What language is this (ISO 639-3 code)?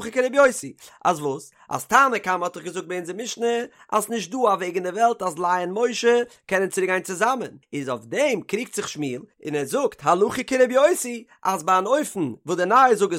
yid